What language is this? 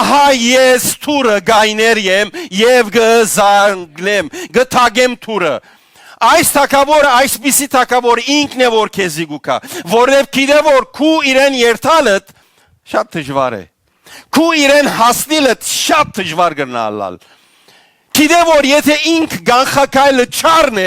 Western Armenian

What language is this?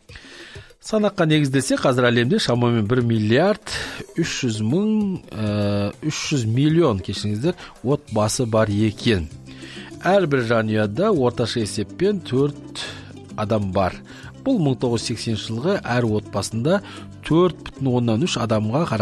Kazakh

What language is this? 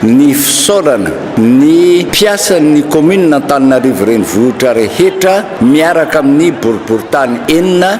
Malagasy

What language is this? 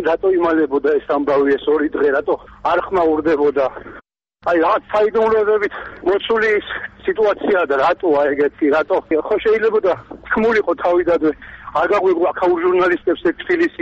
Georgian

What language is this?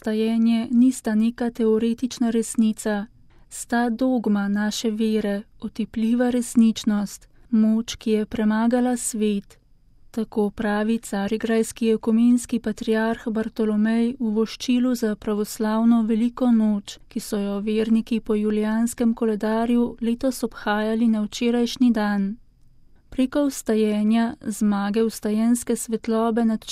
Slovenian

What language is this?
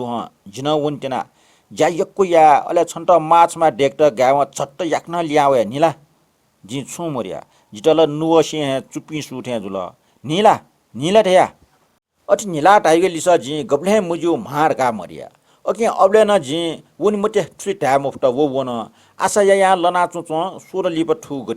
Newari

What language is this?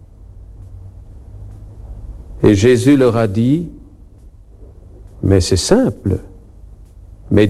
French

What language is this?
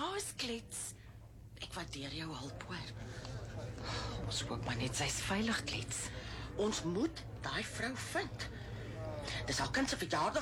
Afrikaans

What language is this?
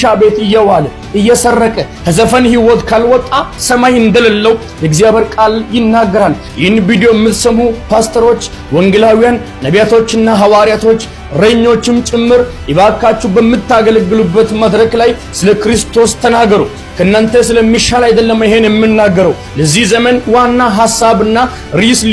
Amharic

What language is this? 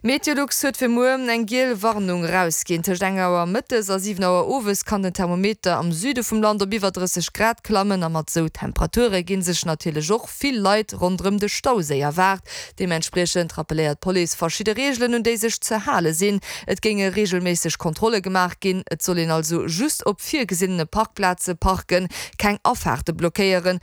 Luxembourgish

